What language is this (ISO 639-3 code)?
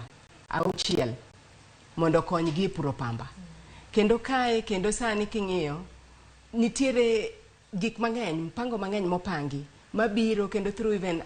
luo